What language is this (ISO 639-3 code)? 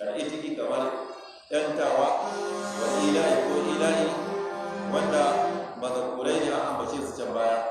hau